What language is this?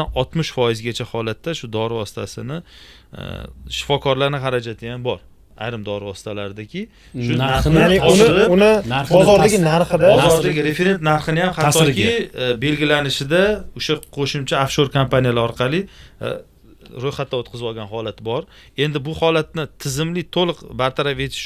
Uzbek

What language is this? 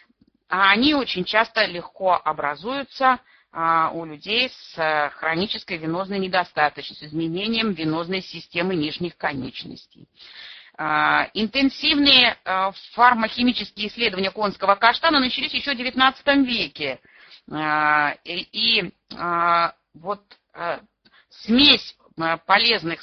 Russian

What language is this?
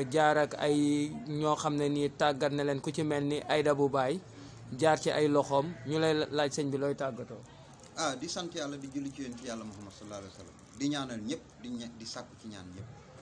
Wolof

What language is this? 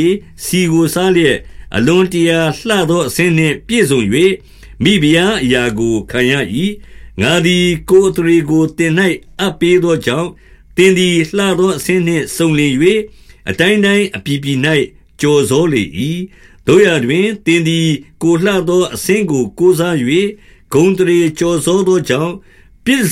Burmese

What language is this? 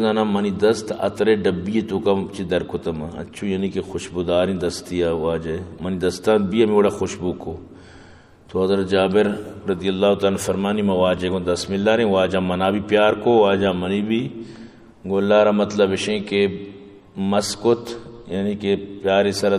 Eastern Balochi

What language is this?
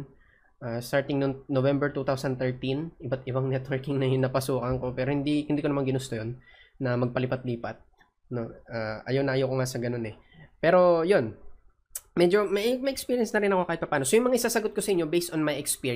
Filipino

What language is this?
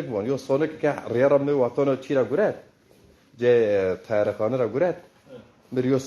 Zaza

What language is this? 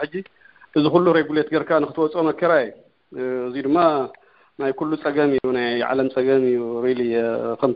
Tigrinya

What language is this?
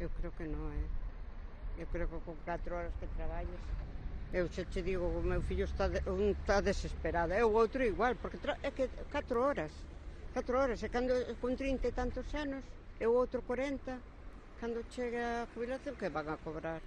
Galician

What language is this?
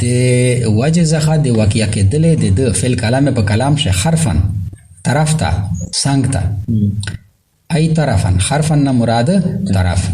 Pashto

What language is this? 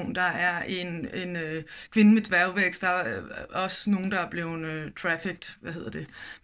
Danish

